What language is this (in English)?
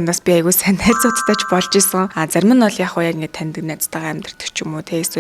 Mongolian